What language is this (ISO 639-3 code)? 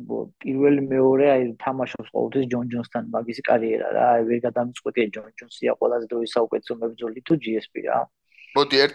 kat